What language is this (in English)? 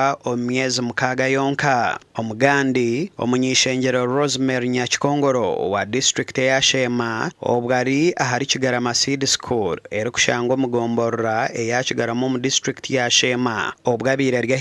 Nyankole